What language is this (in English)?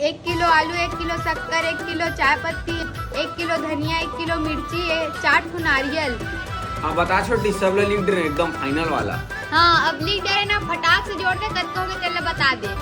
Chhattisgarhi